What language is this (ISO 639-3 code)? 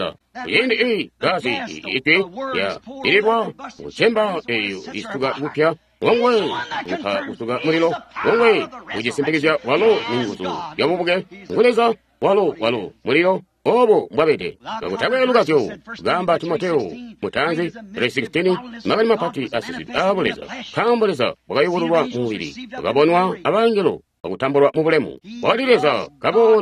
toi